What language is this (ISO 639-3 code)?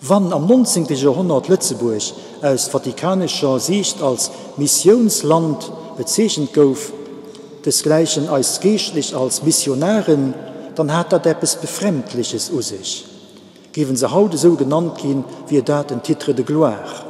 ltz